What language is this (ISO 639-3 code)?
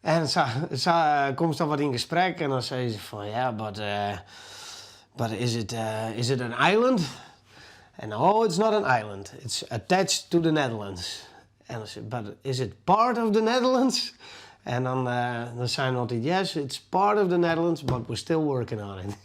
fry